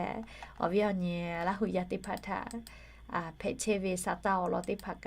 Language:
Lahu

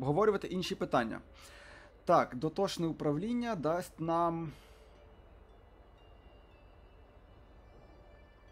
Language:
Ukrainian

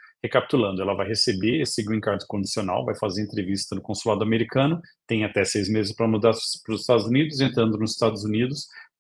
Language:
Portuguese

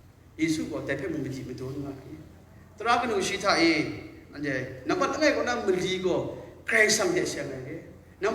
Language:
Kachin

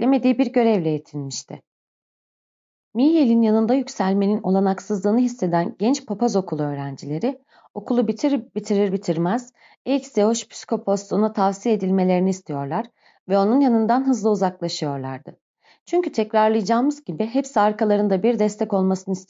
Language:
Turkish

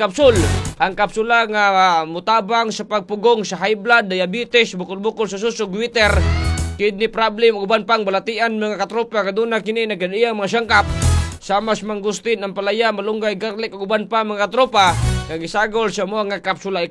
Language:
Cebuano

